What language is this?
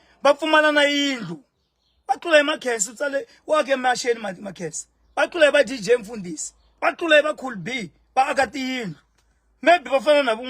Tsonga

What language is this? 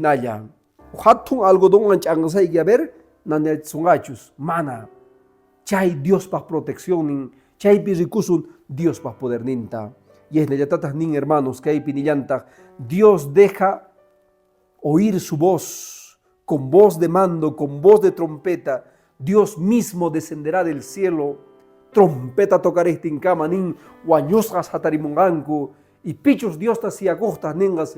Quechua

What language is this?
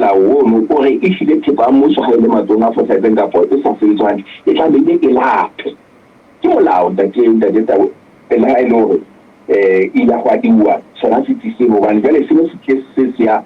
Southern Sotho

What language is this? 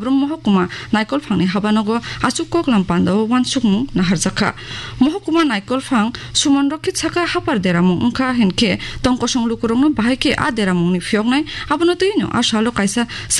Kok Borok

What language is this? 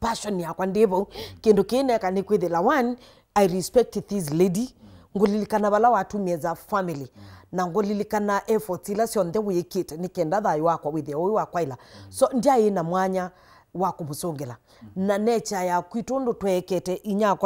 Kamba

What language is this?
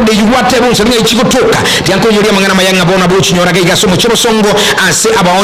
Gusii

